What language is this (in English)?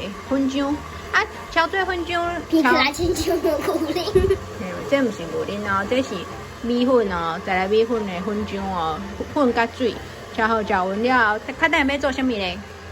Min Nan Chinese